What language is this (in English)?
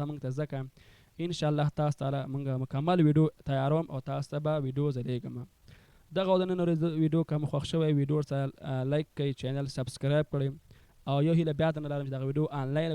Pashto